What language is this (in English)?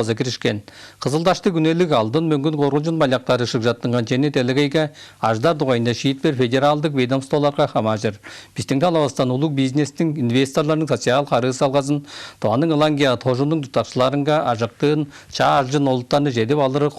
Tuvinian